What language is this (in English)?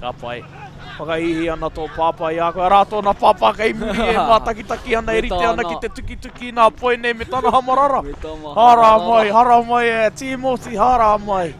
Māori